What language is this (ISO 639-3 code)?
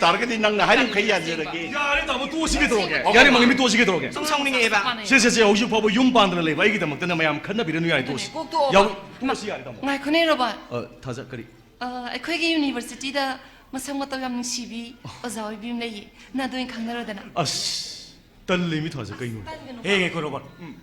mni